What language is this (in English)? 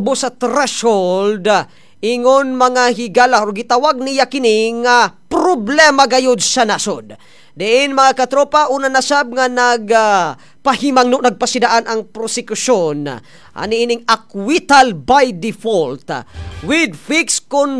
Cebuano